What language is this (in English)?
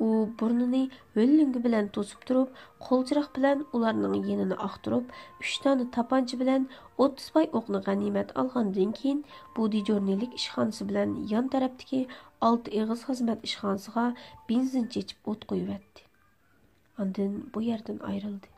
Uyghur